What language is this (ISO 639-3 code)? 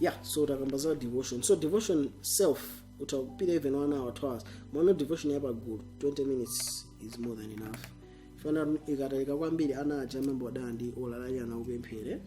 nya